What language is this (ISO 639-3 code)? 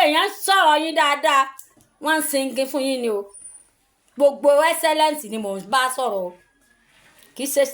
yor